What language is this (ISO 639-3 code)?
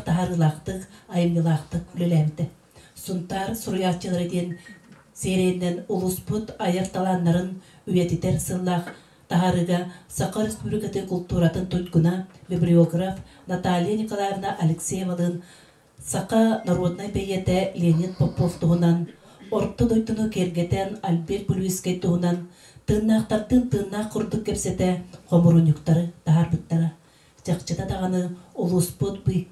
sah